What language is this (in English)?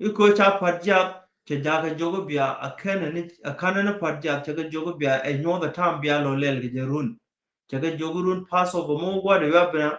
Nuer